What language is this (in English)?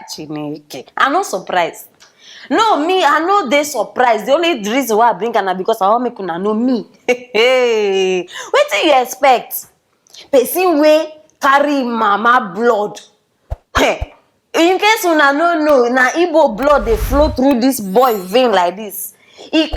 Nigerian Pidgin